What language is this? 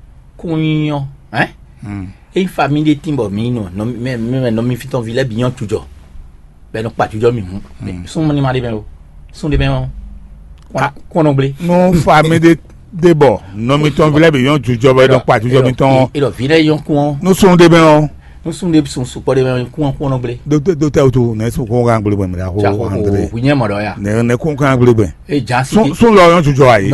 Fon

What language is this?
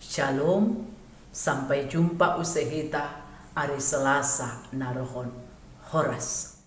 Batak Simalungun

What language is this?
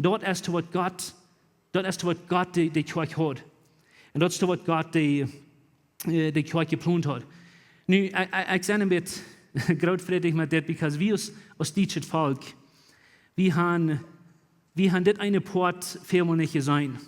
Plautdietsch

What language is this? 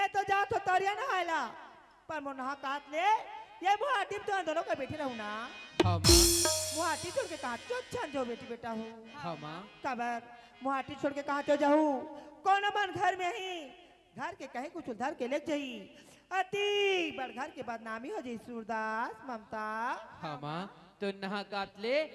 Chhattisgarhi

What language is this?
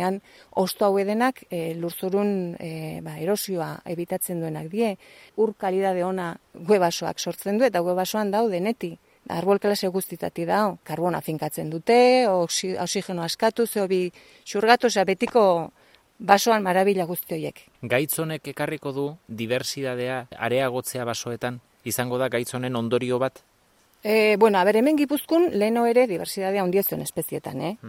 Basque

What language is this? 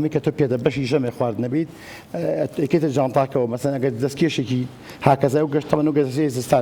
Central Kurdish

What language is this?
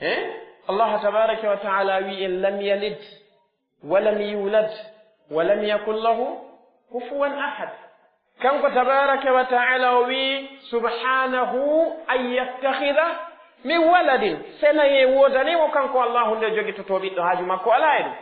Pular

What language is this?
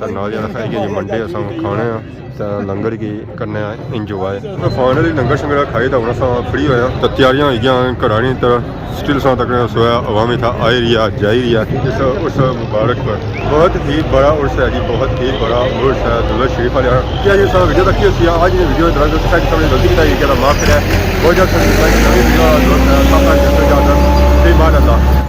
Pahari-Potwari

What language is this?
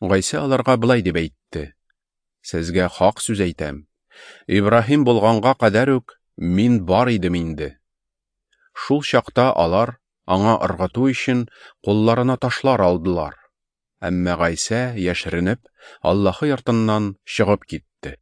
Tatar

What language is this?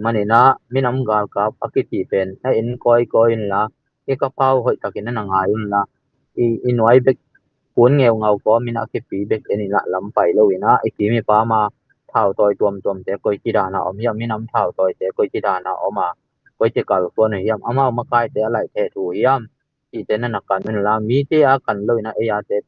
Tedim Chin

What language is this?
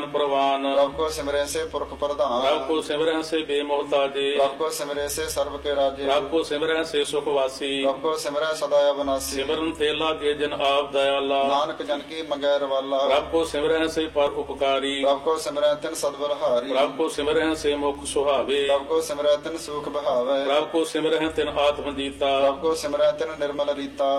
Punjabi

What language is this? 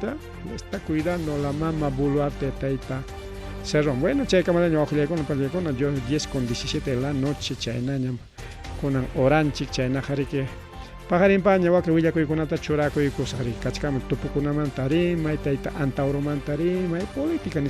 Ayacucho Quechua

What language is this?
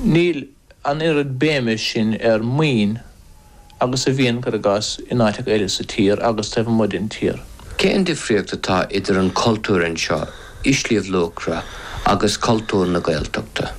Irish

